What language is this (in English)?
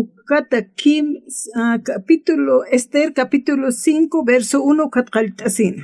Aymara